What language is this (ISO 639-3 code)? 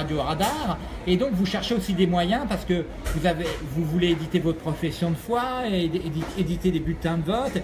fra